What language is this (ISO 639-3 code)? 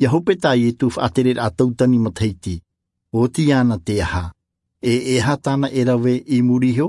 tah